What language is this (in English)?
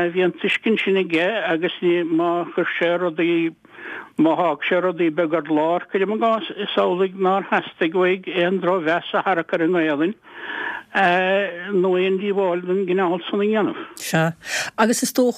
Irish